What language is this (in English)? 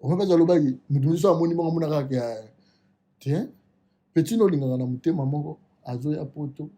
Lingala